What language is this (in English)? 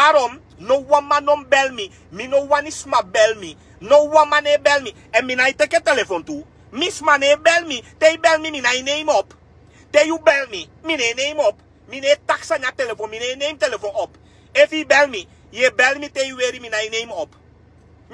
Sranan Tongo